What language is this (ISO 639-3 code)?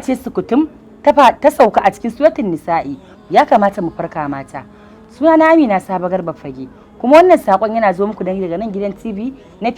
hau